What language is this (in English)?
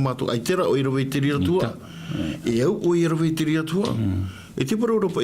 Tahitian